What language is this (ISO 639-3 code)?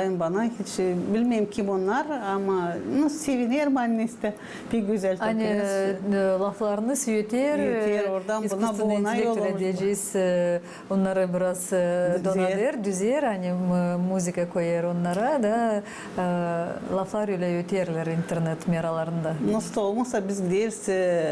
gag